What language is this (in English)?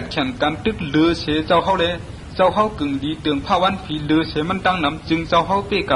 Shan